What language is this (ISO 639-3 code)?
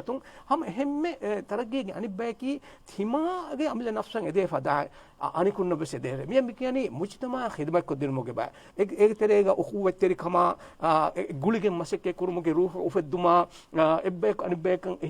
div